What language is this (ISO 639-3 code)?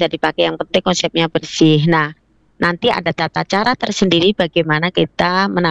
ind